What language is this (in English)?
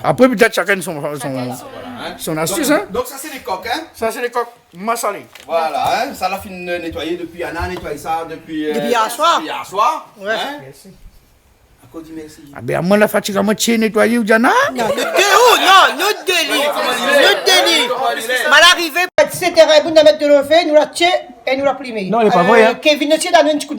Réunion Creole French